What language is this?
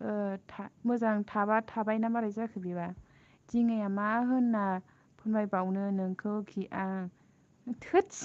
Bodo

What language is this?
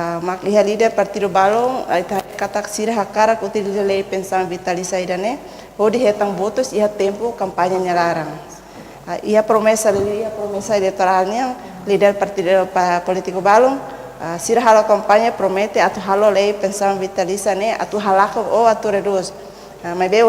Tetum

